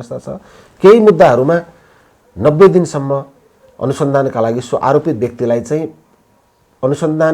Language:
Nepali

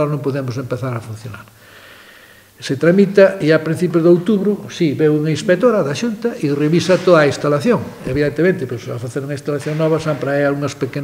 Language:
Galician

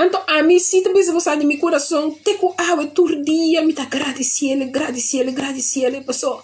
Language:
Papiamento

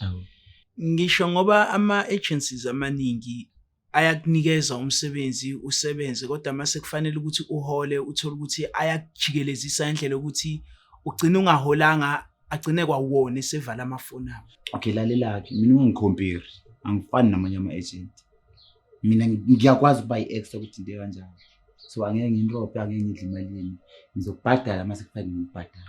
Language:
Zulu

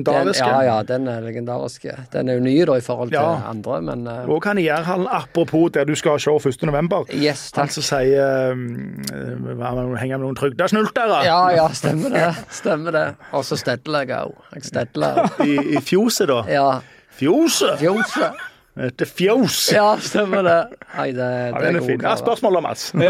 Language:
Norwegian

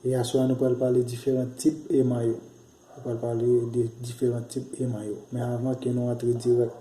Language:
Haitian Creole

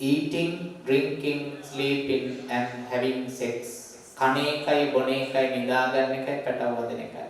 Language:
Sinhala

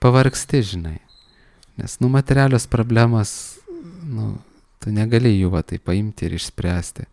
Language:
Lithuanian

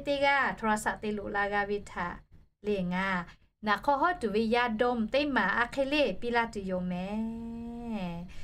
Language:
Lahu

